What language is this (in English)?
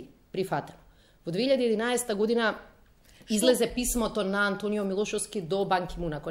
Macedonian